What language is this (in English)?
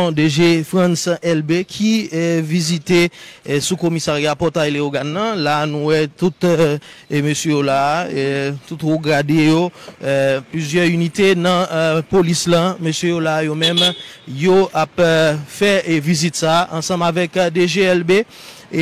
Haitian Creole